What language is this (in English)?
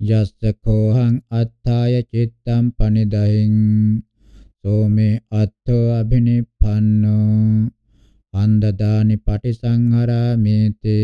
Pali